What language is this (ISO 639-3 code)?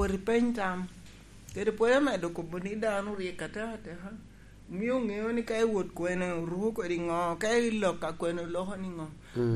laj